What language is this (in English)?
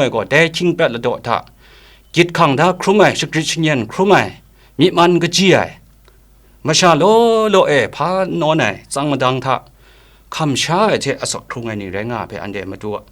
Kachin